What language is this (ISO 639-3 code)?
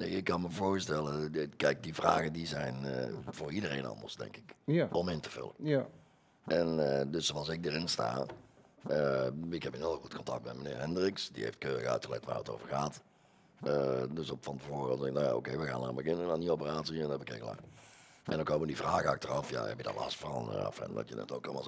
nld